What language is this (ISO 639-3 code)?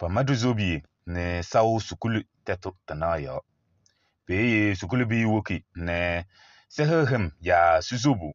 kbp